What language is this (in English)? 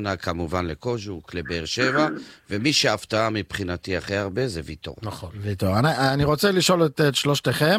Hebrew